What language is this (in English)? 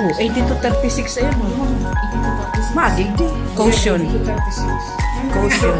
Bikol